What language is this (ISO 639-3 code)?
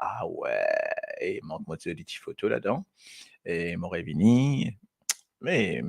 mfe